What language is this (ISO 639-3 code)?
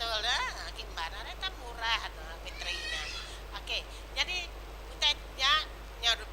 iba